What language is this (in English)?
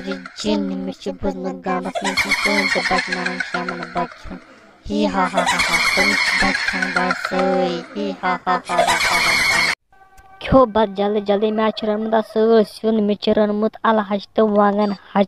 Kashmiri